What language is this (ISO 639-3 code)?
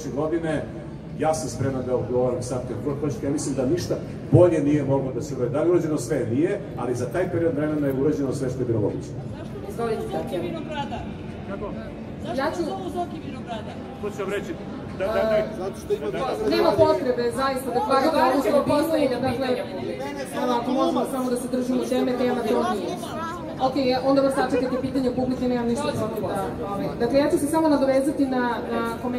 srp